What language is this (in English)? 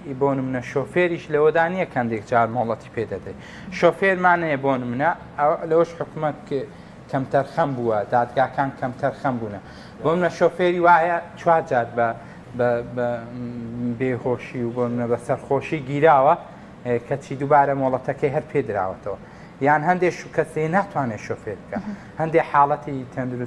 Central Kurdish